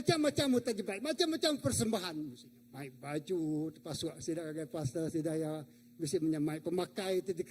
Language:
Iban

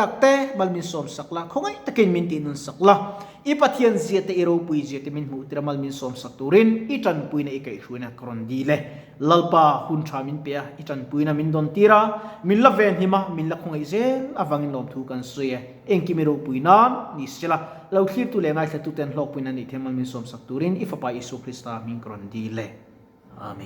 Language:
Mizo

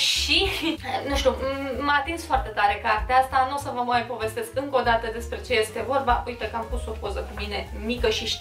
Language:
Romanian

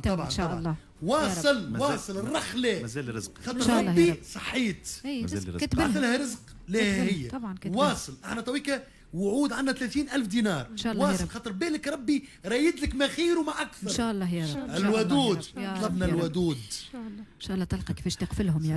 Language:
Tunisian Arabic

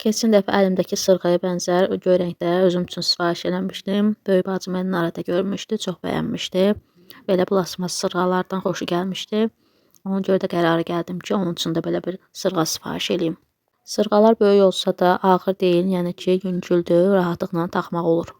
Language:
Azerbaijani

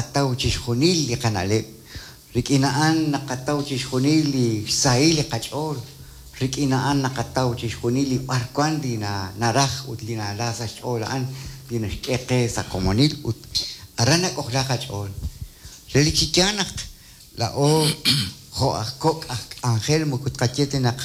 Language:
Kekchí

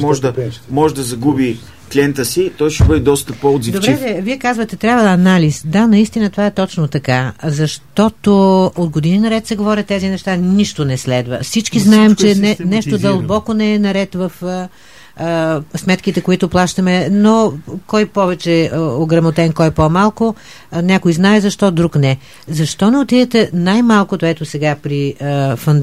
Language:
Bulgarian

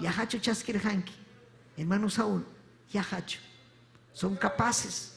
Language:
Ayacucho Quechua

